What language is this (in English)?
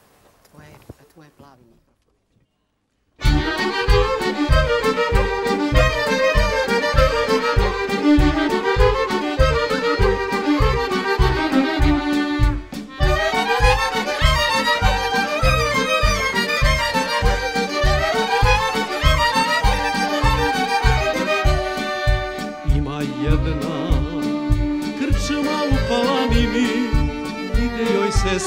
Serbian